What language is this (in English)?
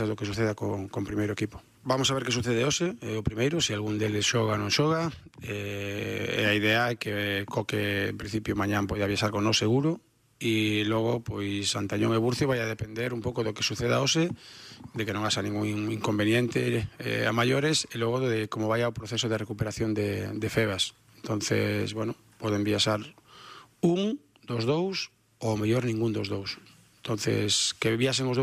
Galician